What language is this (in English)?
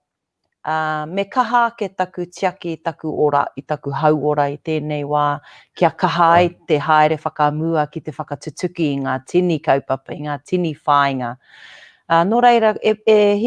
Māori